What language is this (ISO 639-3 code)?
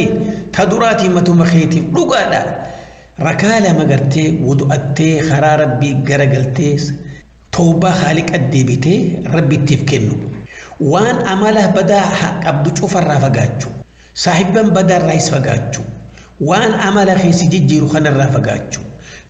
orm